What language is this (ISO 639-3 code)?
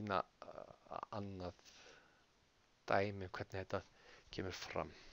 isl